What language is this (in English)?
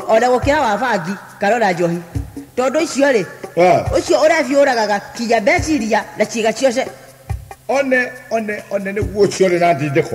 Kikuyu